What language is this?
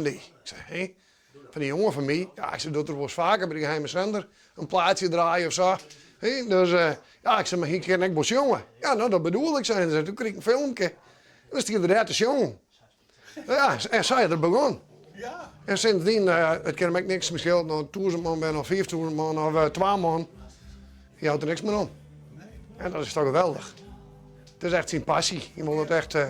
Western Frisian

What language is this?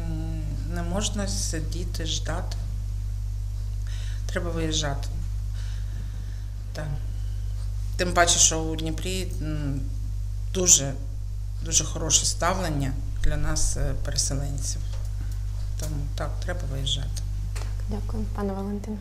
Ukrainian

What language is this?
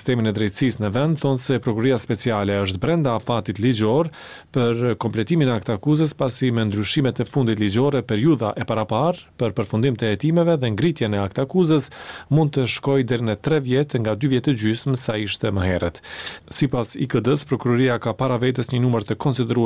Albanian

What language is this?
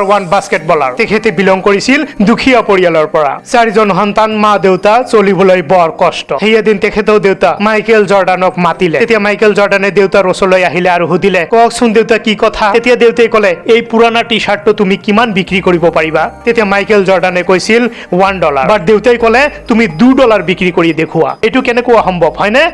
Assamese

